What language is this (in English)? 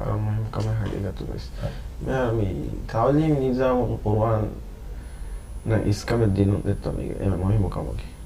Divehi